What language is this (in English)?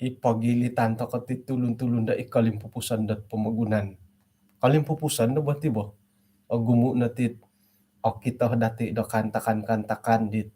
Central Dusun